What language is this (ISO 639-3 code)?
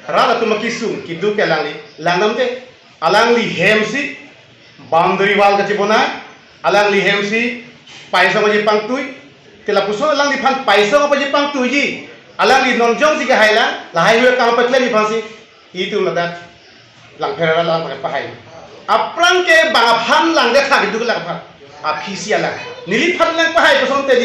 mjw